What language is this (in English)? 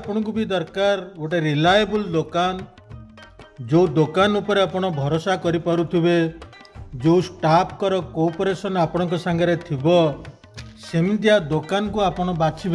Odia